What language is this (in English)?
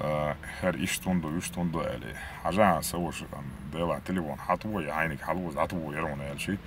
Chechen